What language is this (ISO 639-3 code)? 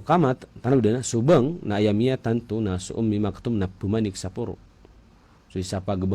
mrw